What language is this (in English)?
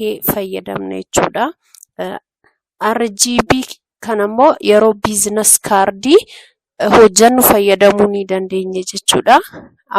Oromo